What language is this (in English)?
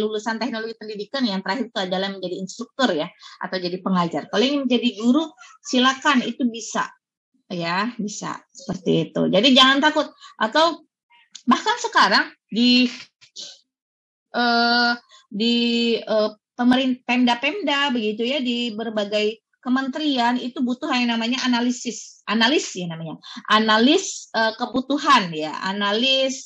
Indonesian